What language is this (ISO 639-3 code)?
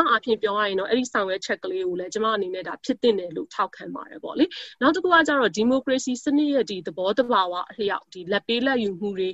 mya